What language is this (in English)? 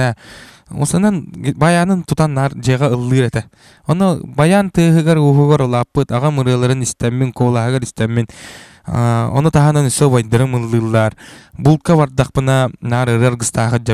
Yakut